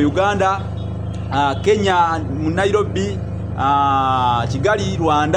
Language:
Ganda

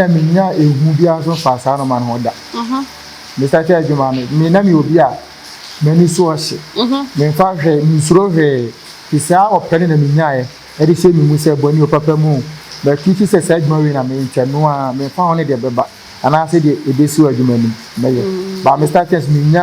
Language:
Akan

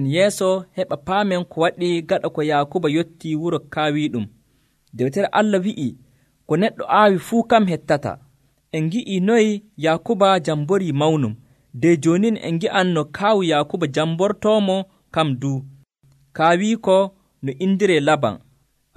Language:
Nigerian Fulfulde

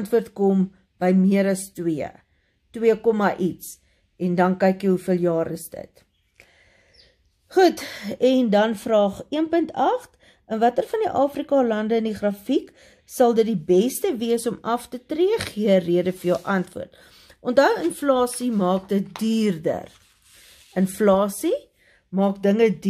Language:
Afrikaans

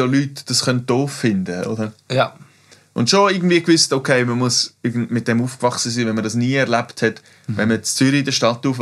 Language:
German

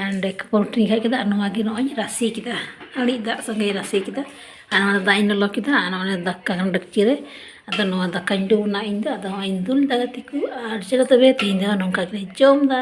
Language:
Santali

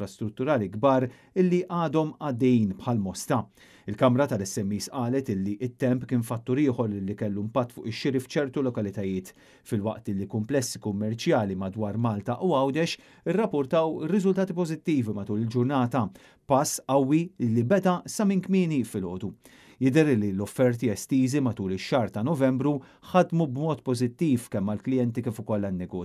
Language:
Maltese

